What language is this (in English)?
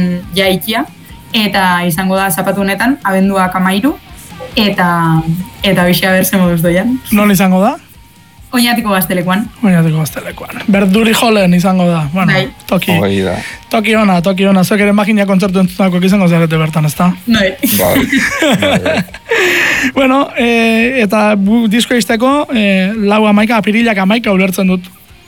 Basque